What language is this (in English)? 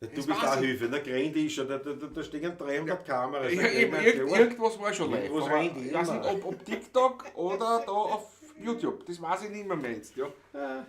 Bavarian